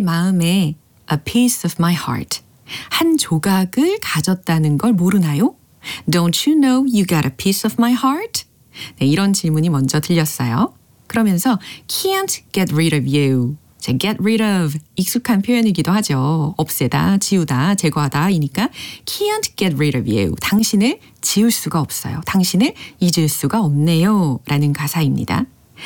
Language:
Korean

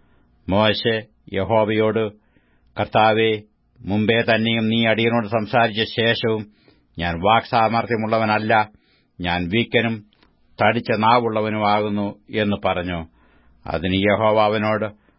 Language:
Malayalam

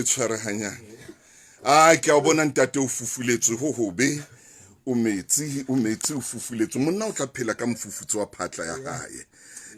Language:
Southern Sotho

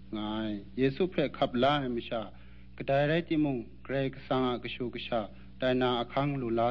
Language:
Kachin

